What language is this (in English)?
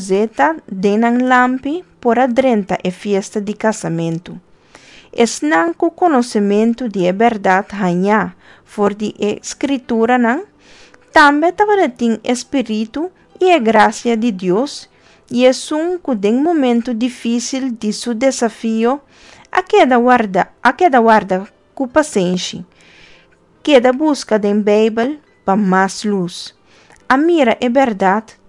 Papiamento